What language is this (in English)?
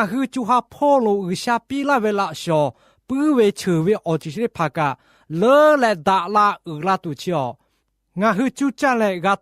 Lahu